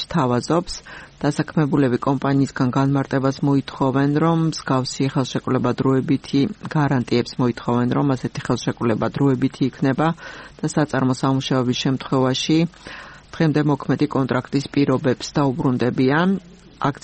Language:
Georgian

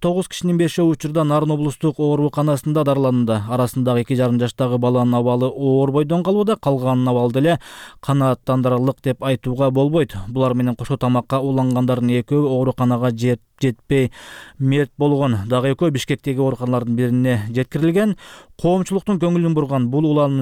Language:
Kyrgyz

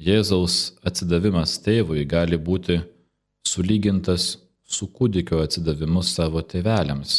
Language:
Lithuanian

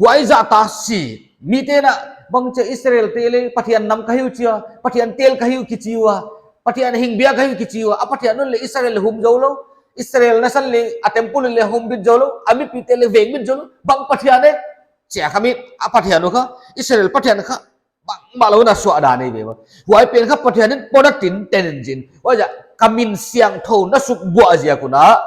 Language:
Paite Chin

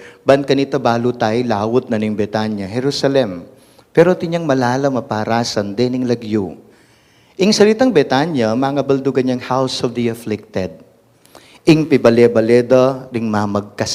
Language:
Pampanga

